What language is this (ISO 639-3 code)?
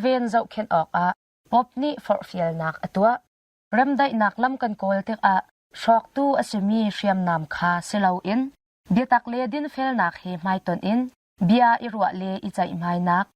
cnh